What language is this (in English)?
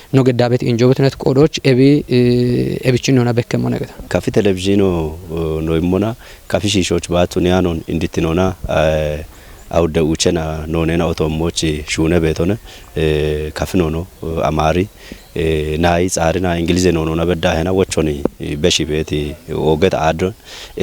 Kafa